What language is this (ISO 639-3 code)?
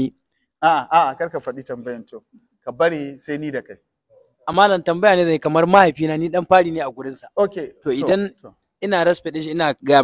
hau